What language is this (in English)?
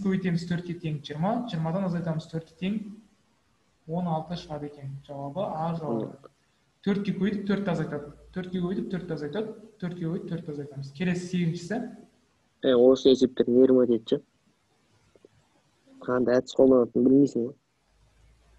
Kazakh